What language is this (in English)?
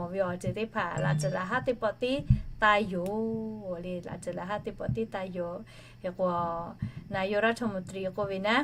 Lahu